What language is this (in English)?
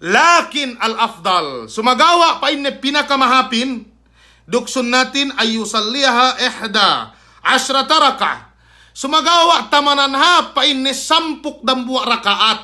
Yakan